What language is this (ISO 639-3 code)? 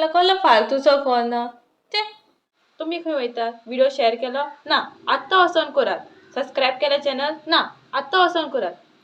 kok